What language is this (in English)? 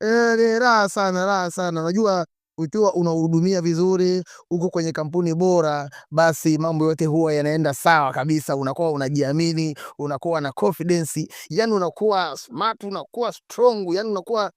Swahili